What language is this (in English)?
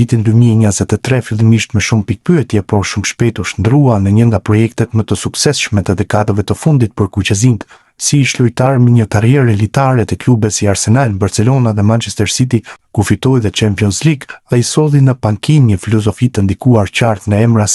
Albanian